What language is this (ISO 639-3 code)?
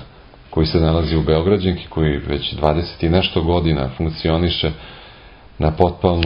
srp